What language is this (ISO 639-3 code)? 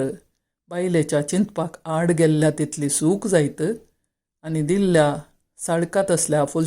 kok